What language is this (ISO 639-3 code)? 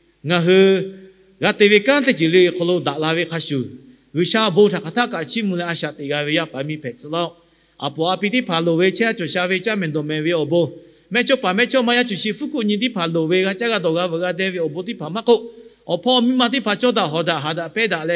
lhu